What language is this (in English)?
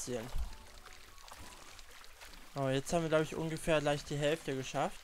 German